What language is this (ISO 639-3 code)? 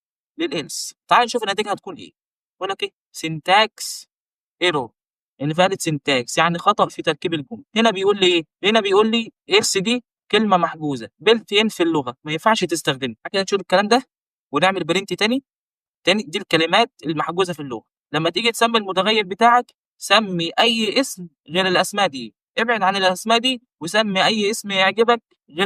arz